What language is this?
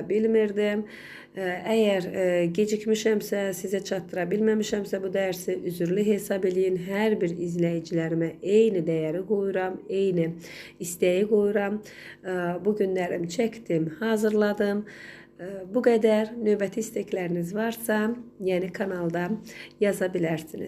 Azerbaijani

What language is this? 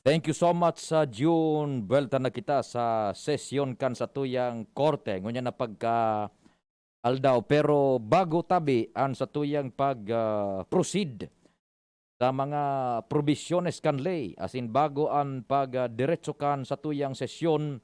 Bikol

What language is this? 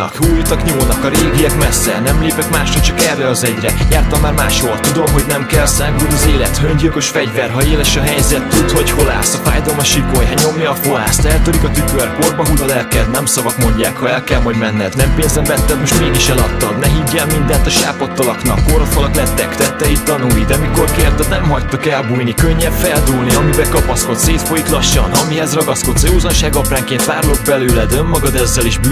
Hungarian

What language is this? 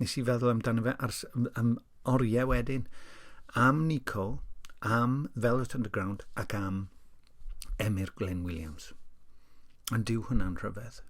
Welsh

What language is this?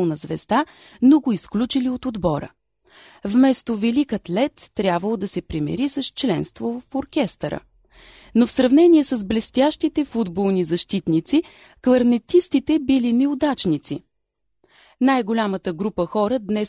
Bulgarian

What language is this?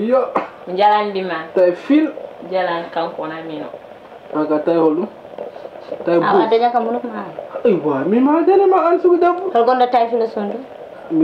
Fula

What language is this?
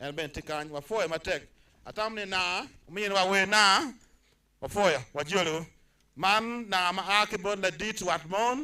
Acoli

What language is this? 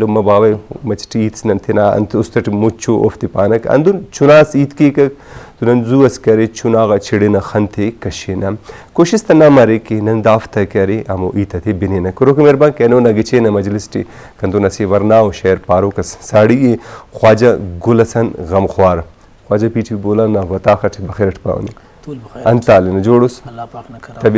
Brahui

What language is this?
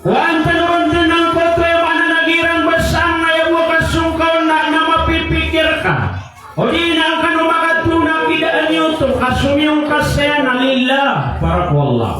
Maranao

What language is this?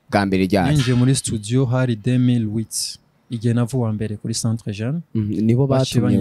Rundi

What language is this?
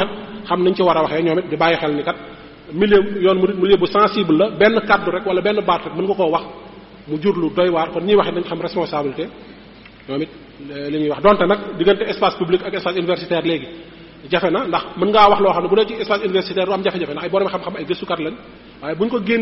Wolof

